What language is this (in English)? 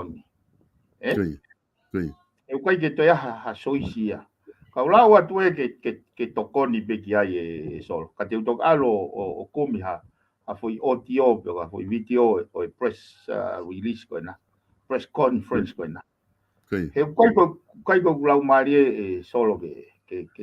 Tongan